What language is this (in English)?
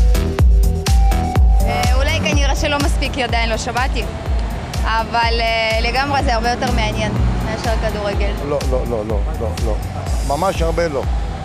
Hebrew